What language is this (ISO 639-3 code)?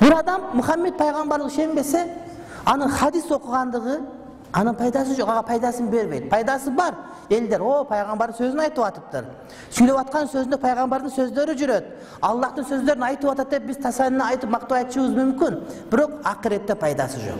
kir